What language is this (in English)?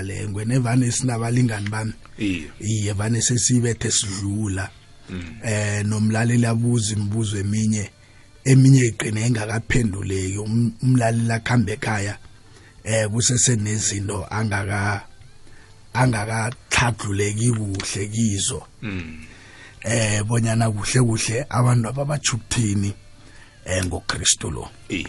South Ndebele